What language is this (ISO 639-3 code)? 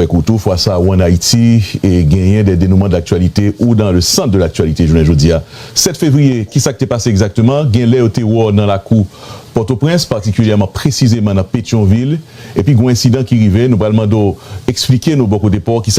hat